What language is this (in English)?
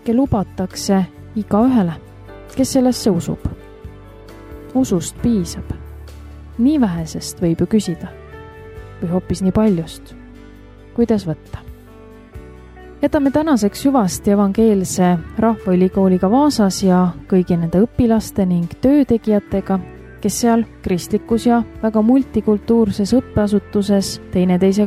Estonian